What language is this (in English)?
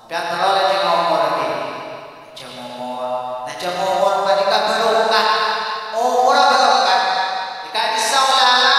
Madurese